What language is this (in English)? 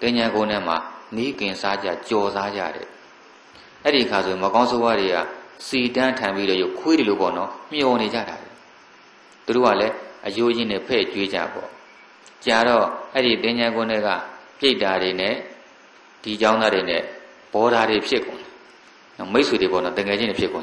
Burmese